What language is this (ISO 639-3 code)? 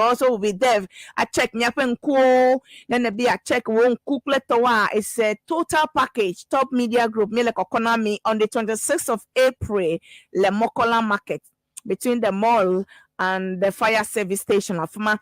ewe